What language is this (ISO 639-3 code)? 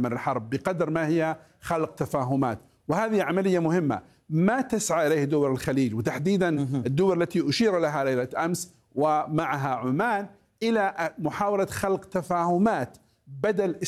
ara